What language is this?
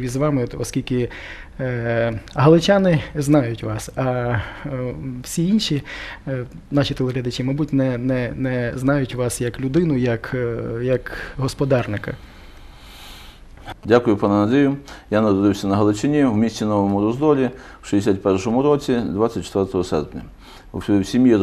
Ukrainian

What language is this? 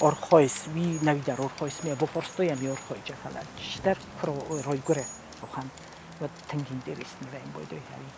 Ossetic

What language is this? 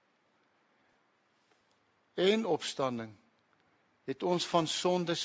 Afrikaans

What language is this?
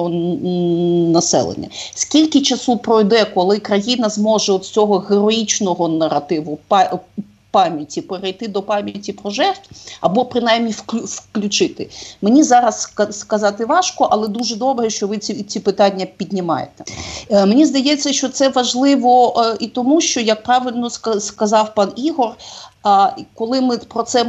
Ukrainian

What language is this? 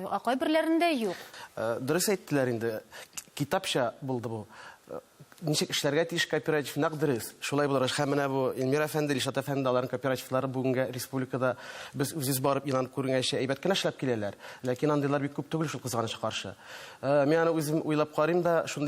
Tatar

